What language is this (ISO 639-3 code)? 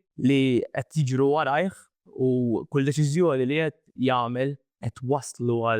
mlt